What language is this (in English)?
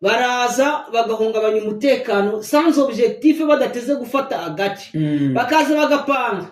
Kinyarwanda